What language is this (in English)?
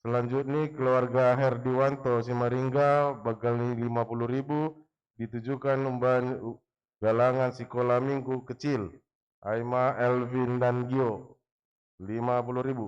Batak Simalungun